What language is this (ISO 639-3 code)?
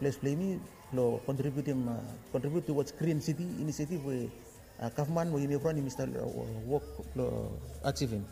bis